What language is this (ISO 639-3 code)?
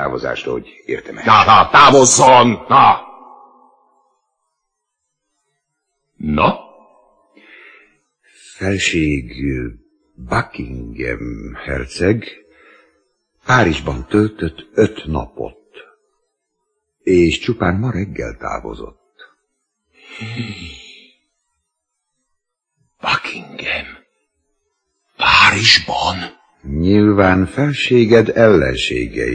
hun